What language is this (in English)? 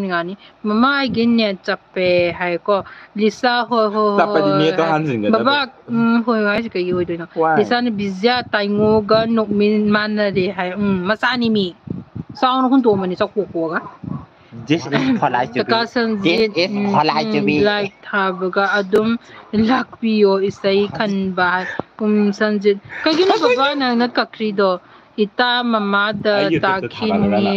Manipuri